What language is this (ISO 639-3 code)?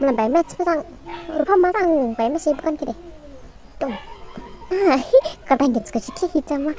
dis